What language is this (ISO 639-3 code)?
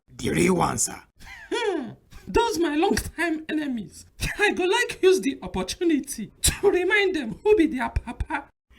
pcm